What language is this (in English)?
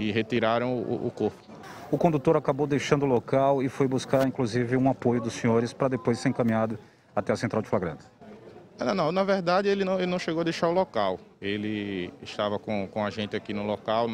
Portuguese